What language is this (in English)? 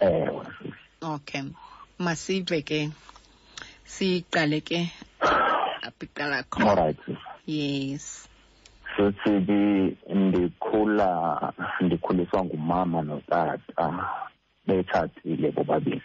Xhosa